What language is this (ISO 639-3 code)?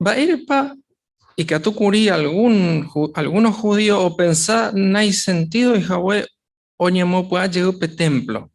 grn